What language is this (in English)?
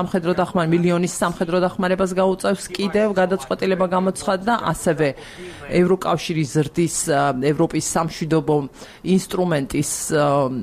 Georgian